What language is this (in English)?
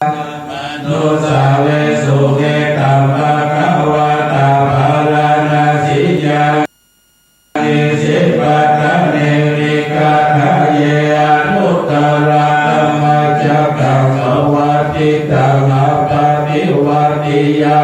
Pali